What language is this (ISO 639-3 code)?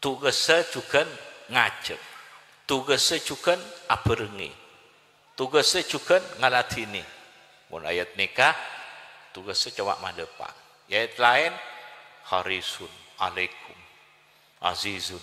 mad